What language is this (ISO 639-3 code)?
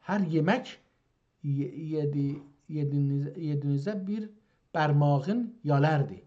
azb